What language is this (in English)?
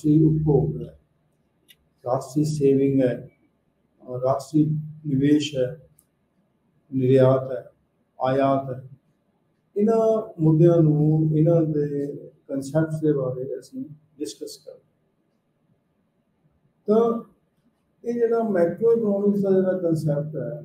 Punjabi